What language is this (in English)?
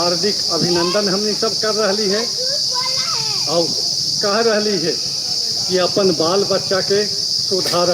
Magahi